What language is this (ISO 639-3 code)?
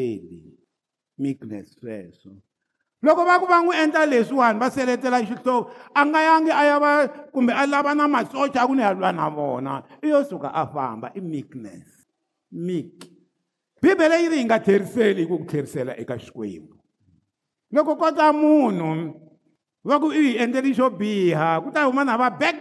tso